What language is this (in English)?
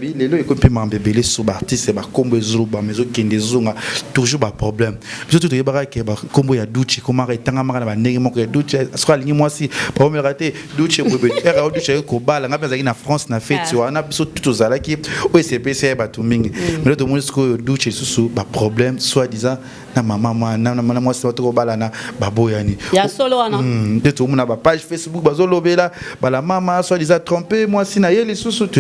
Lingala